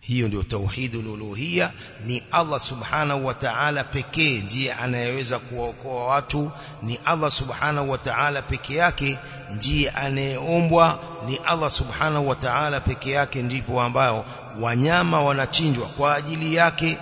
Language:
Swahili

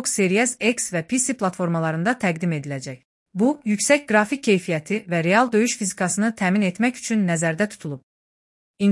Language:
Azerbaijani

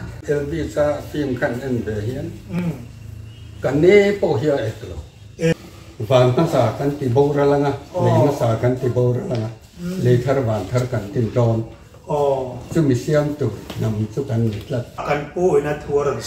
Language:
Mizo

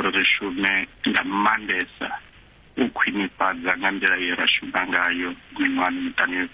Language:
Venda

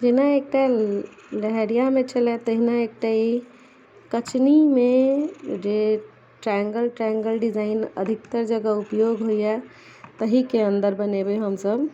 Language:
Maithili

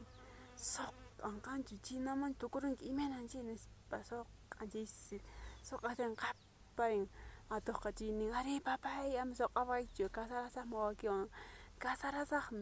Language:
Quechua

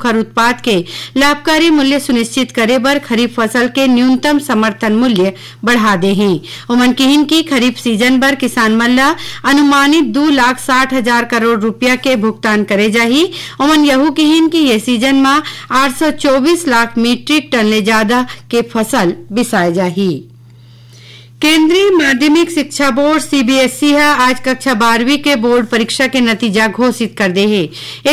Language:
Chhattisgarhi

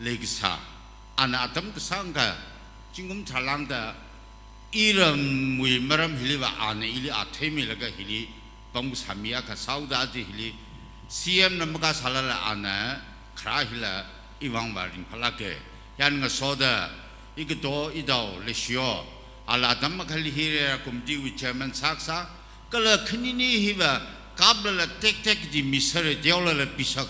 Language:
Tangkhul Naga (India)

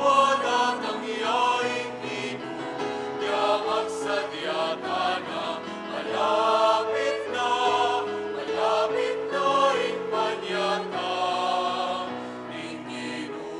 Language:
Pampanga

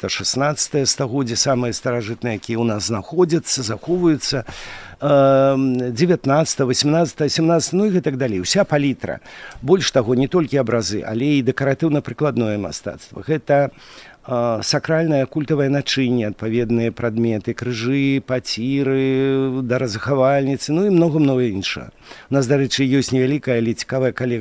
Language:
Belarusian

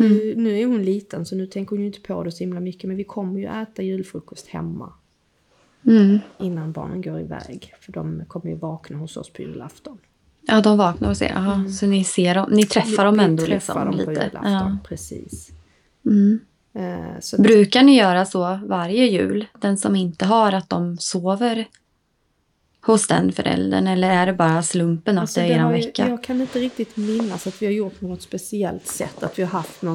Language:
Swedish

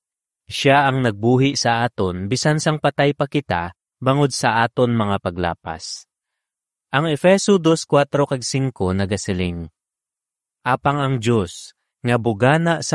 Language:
Hiligaynon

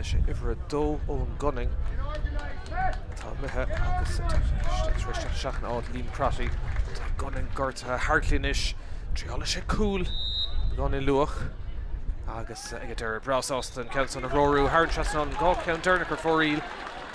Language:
Irish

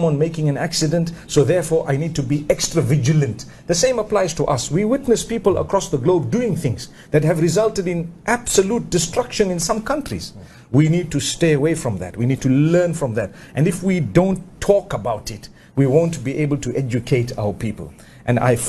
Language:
English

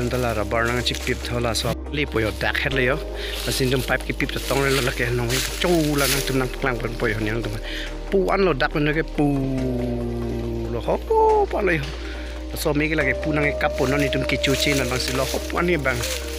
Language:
Karbi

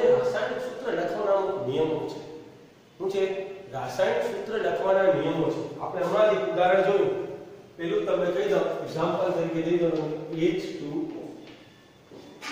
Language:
Gujarati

